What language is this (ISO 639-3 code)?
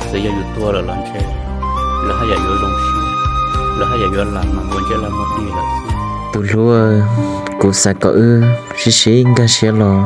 hmn